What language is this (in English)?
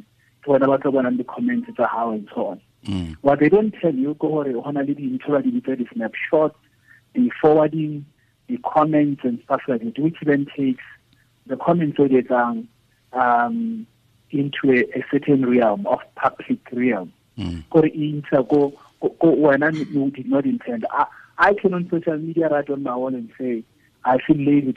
Tswana